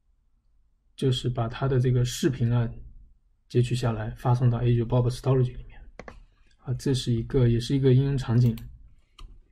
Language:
Chinese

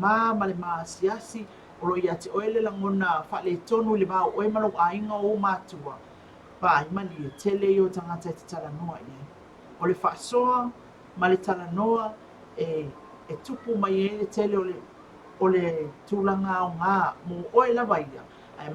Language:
Samoan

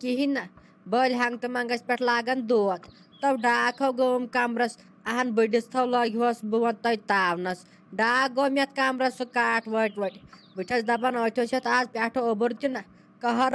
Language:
Kashmiri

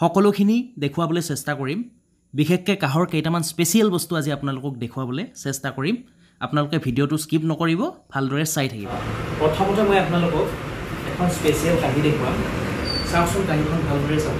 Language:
Assamese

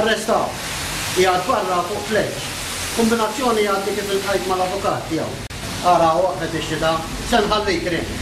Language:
Maltese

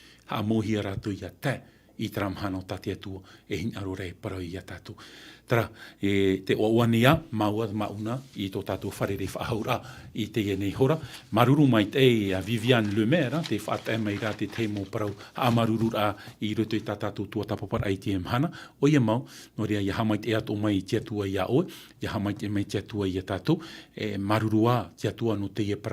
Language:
Tahitian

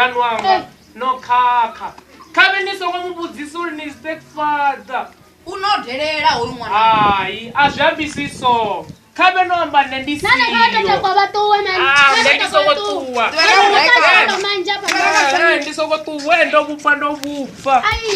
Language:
Venda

